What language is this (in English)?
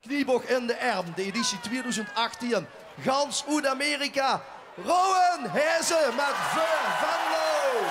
Limburgish